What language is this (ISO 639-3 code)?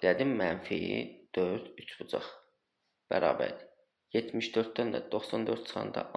aze